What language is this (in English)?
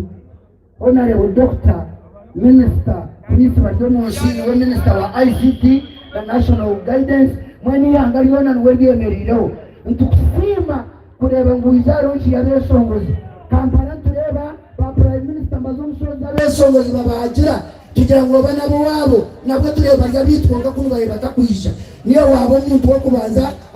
Nyankole